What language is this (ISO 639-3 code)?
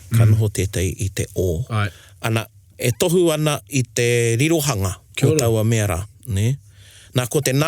mri